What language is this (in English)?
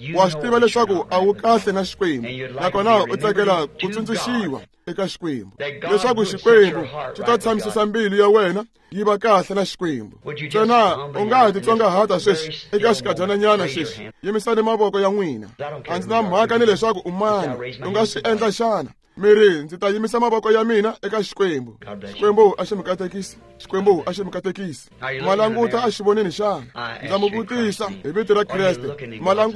Tsonga